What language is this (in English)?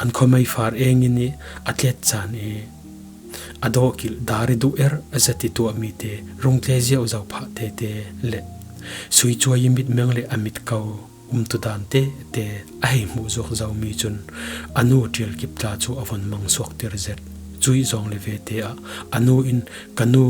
Falam Chin